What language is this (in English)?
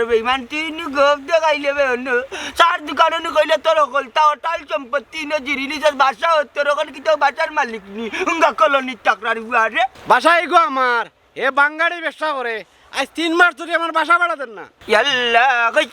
Sylheti